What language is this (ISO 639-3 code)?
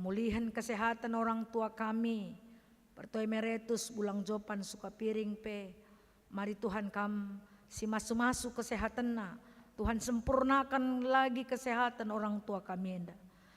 btx